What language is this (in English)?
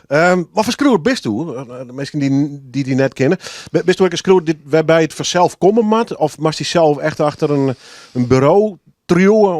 Western Frisian